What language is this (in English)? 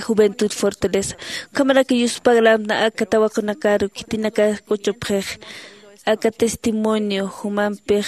Aymara